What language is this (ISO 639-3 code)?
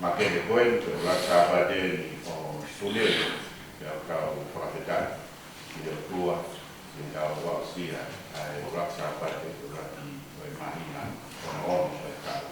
ton